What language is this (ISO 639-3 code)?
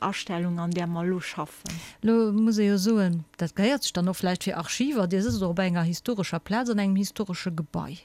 ltz